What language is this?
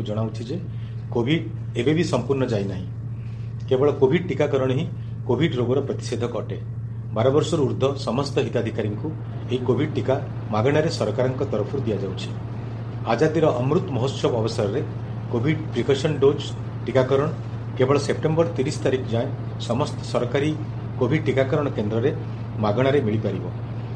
Odia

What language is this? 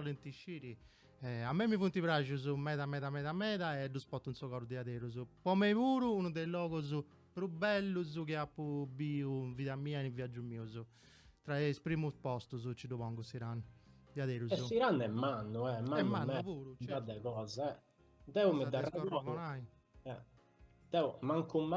Sardinian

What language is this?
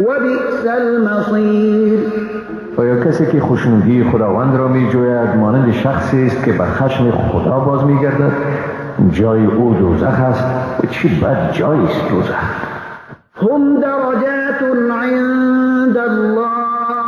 Persian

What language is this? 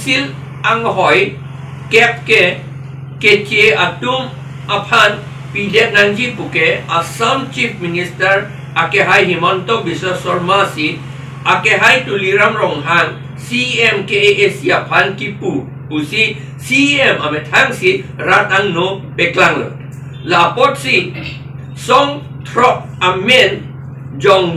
Karbi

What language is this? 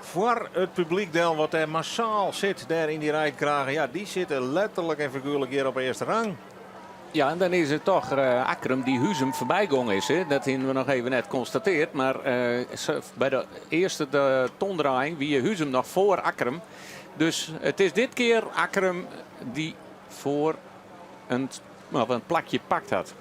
Western Frisian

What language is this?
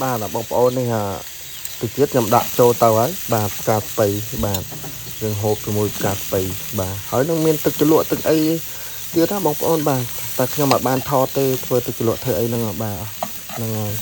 Khmer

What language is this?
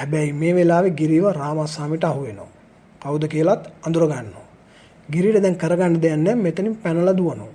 Sinhala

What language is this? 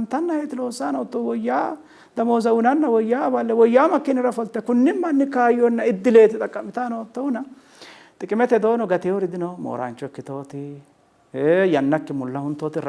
Sidamo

